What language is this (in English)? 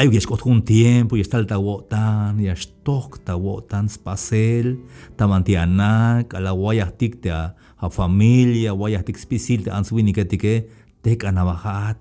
Tzeltal